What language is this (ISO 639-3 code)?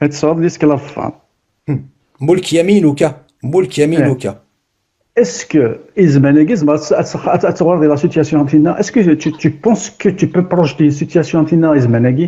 kab